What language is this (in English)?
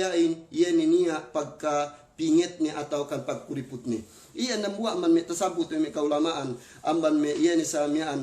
Yakan